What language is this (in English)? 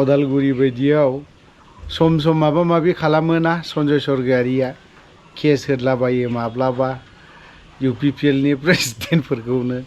Bodo